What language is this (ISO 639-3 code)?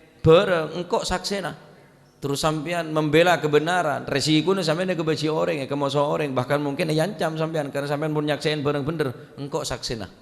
mad